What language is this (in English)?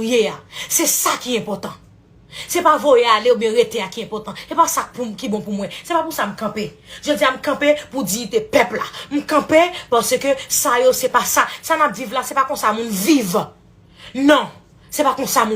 Haitian Creole